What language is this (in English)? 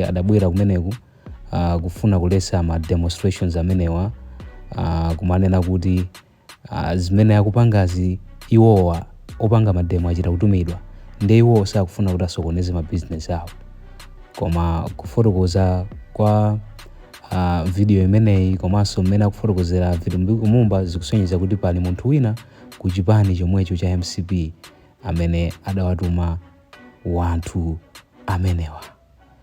Nyanja